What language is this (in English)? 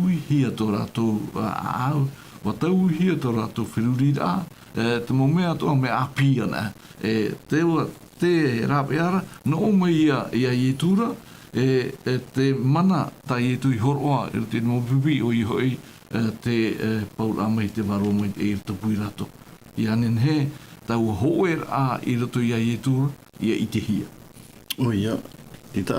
Tahitian